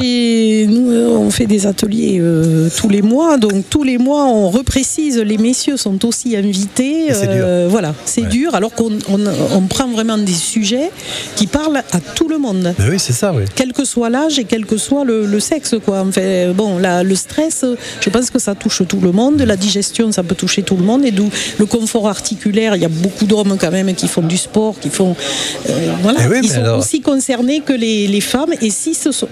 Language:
French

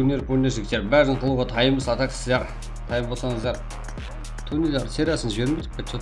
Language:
Kara-Kalpak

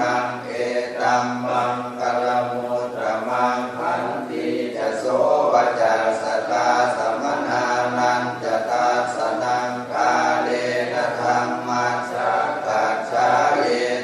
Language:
Pali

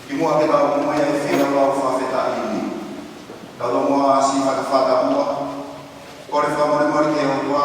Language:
Tongan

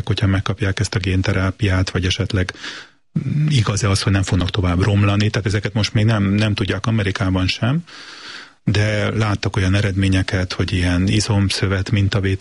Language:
Hungarian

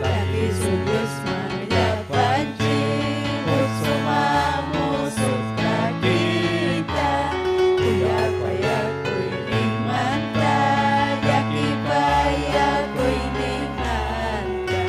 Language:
Ayacucho Quechua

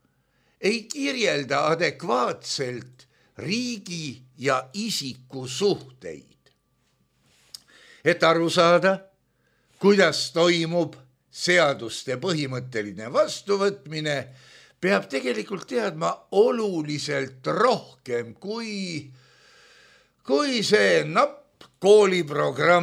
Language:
Estonian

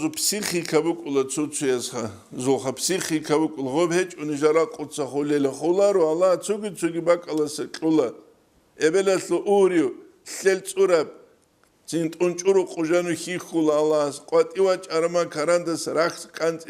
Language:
Avaric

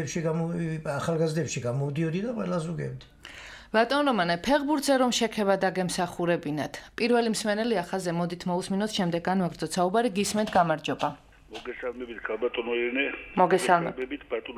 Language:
Georgian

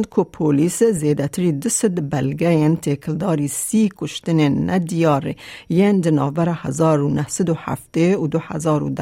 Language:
Kurdish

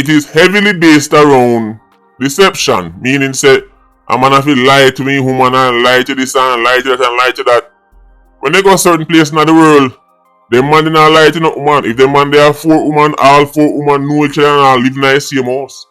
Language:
Jamaican Creole English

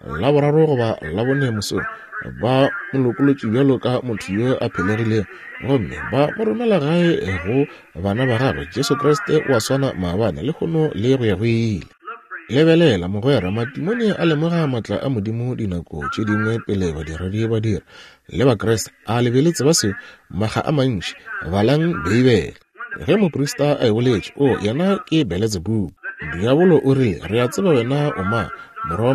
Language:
Northern Sotho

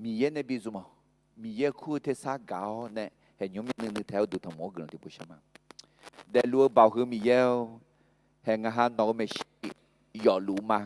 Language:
Akha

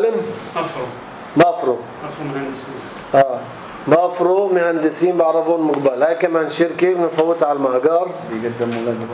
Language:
North Levantine Arabic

